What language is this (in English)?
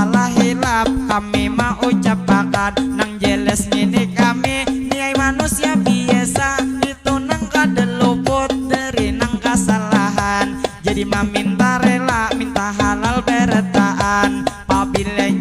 Banjar